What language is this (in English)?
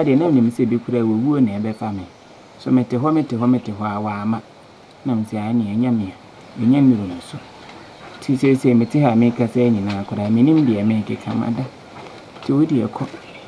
Akan